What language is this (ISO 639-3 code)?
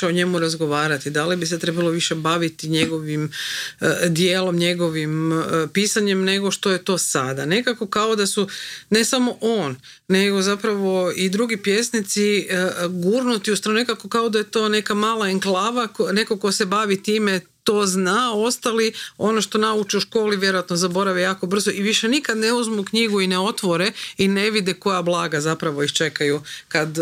hrv